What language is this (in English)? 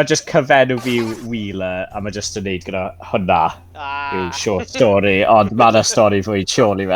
Welsh